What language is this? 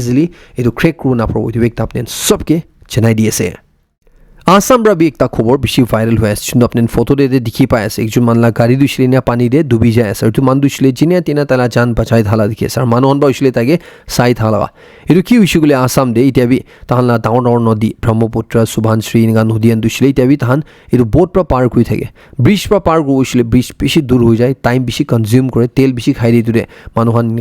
Naga Pidgin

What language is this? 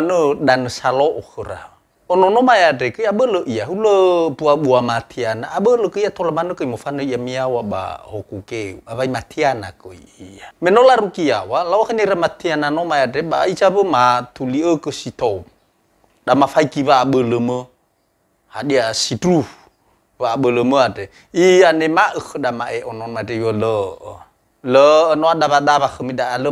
Nias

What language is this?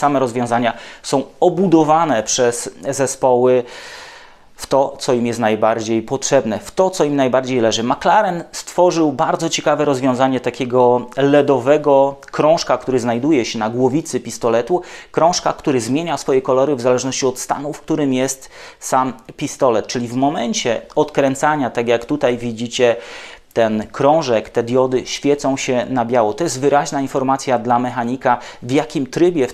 Polish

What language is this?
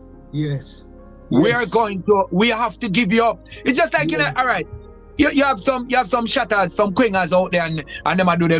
Jamaican Creole English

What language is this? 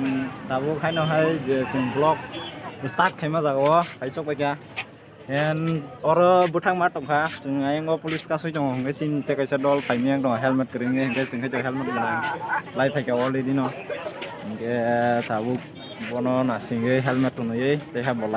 Kok Borok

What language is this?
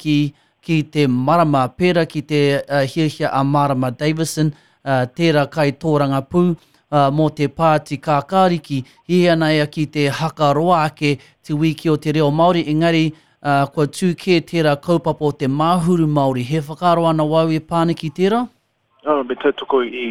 Māori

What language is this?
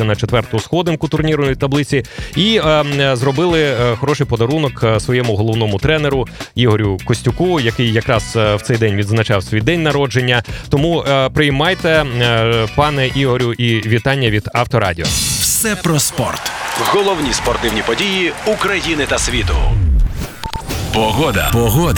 Ukrainian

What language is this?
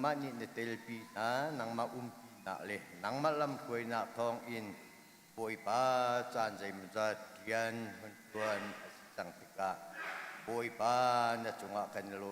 Hakha Chin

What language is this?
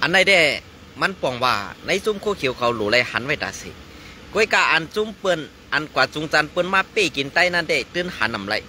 Shan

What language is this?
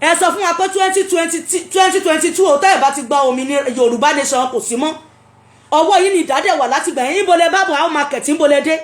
Yoruba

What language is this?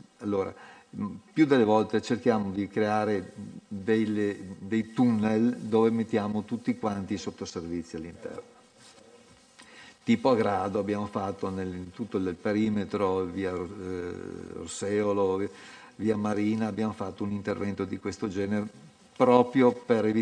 Italian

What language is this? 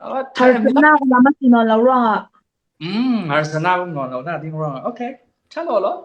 Falam Chin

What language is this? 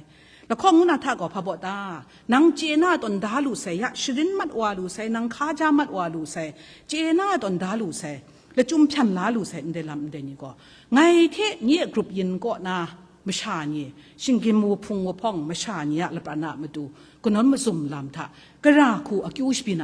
Kachin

